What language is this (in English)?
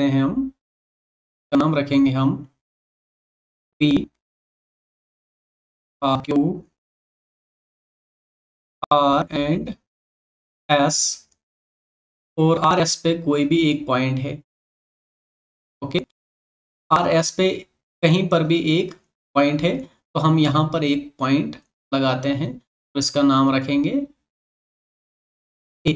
Hindi